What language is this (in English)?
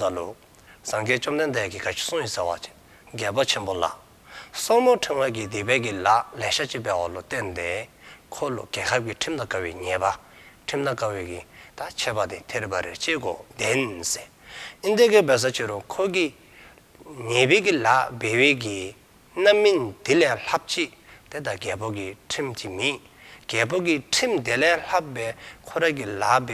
Dzongkha